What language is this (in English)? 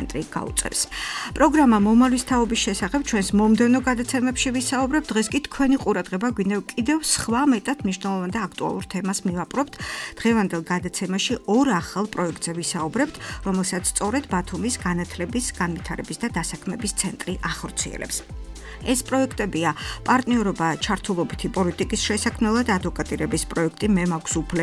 Georgian